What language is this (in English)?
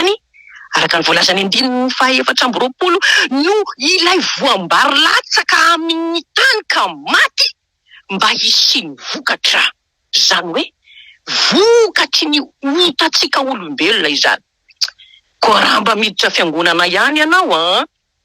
Malagasy